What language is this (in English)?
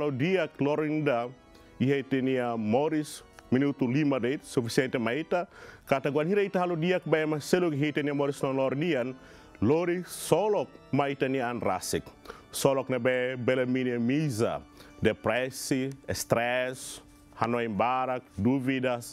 Tetum